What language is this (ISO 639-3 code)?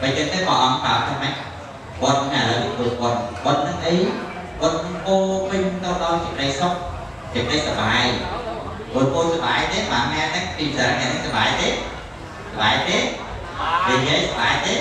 khm